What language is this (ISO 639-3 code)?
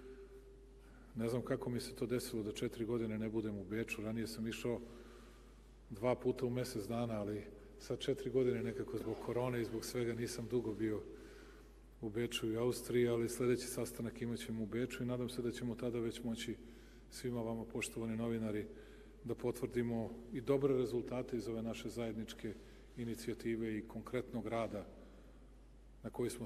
srp